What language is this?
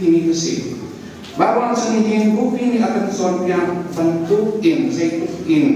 Hakha Chin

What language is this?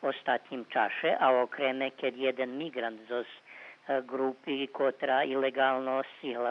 Rusyn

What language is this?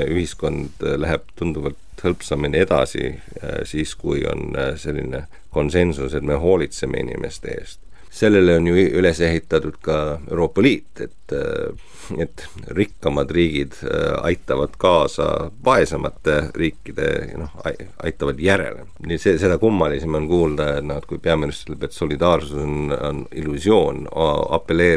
Estonian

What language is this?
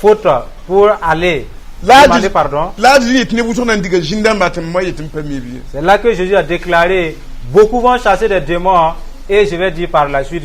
Mossi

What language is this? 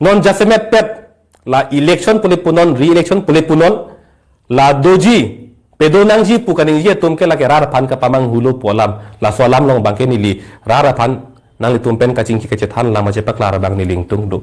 Karbi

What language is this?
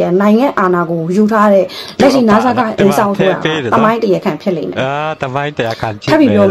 Burmese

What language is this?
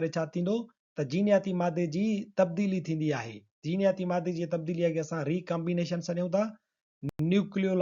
Sindhi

